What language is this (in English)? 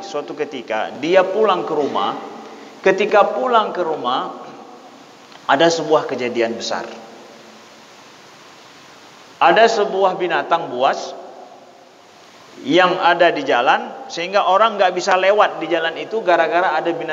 Indonesian